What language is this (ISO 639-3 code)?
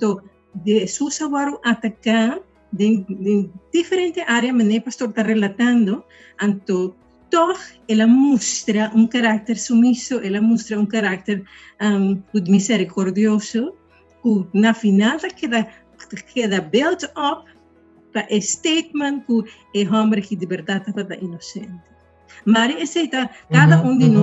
pap